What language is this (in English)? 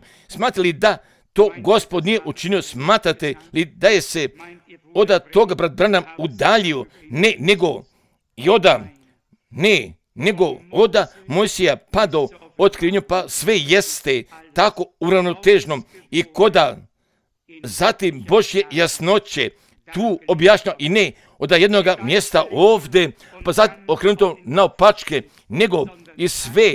Croatian